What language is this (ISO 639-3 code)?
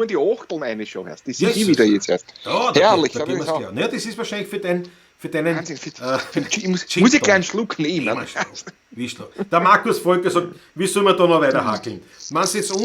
bar